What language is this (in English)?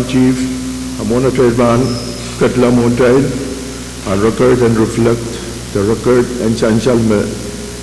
Pohnpeian